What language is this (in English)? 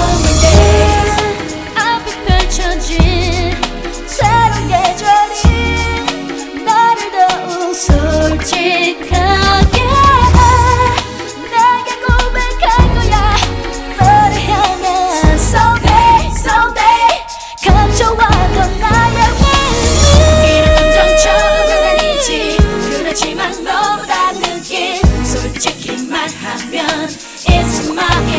Korean